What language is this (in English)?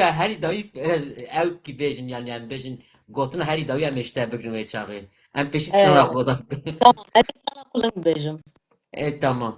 Kurdish